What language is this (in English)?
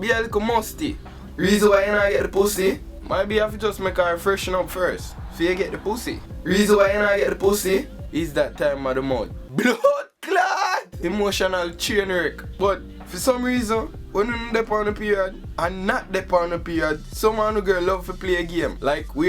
Jamaican Creole English